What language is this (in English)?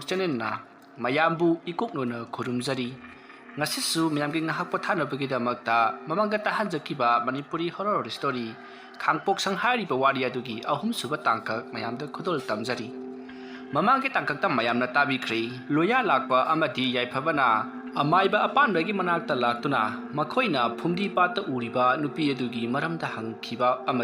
Manipuri